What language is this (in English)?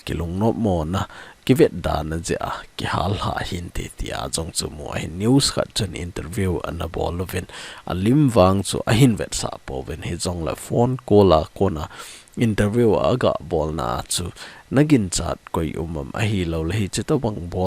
Thado Chin